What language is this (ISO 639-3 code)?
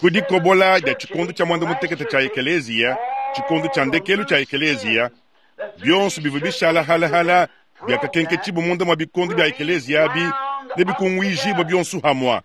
lua